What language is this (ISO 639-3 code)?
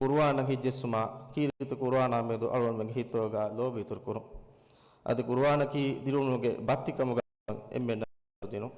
div